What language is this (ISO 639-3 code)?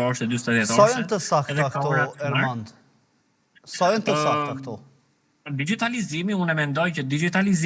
sqi